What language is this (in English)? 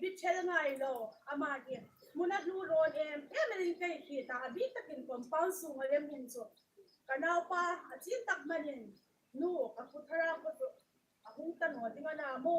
Hmar